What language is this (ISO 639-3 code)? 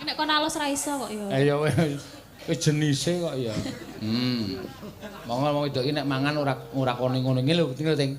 jav